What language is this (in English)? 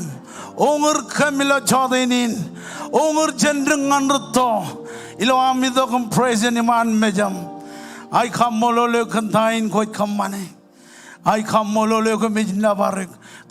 Marshallese